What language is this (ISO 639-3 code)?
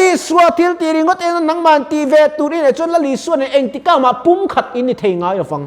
lus